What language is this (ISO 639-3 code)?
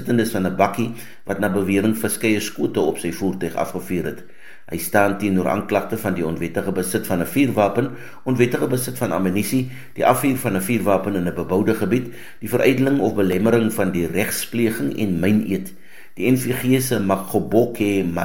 afr